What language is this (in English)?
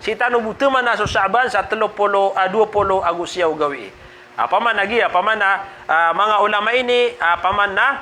Maranao